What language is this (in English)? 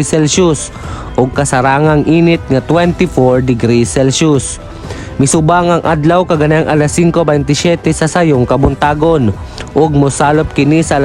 Cebuano